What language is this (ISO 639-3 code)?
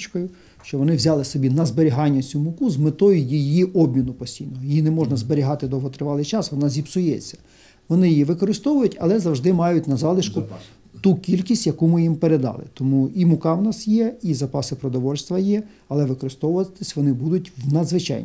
ukr